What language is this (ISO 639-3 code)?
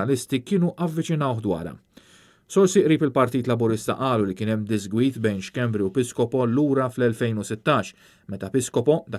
mlt